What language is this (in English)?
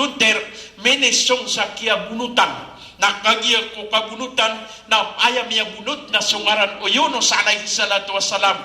Maranao